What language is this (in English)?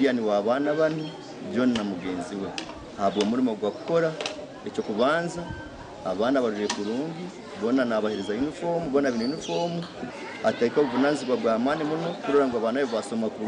Nyankole